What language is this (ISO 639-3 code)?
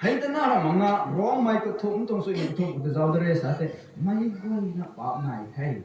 nbu